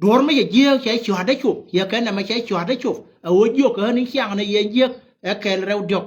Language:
Nuer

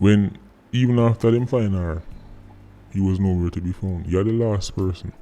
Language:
Jamaican Creole English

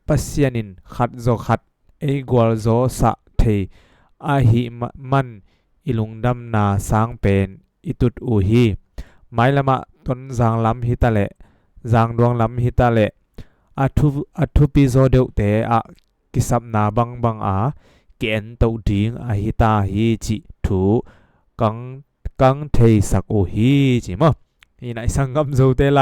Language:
Tedim Chin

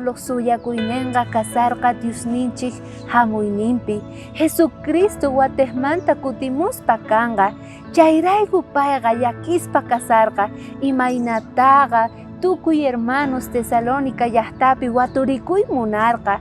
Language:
South Bolivian Quechua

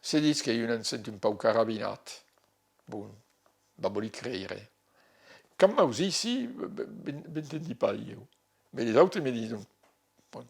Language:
Occitan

